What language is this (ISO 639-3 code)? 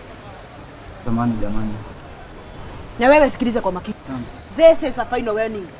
swa